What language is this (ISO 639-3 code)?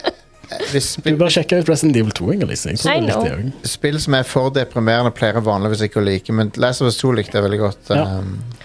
nor